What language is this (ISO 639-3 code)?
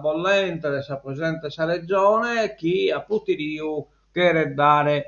srd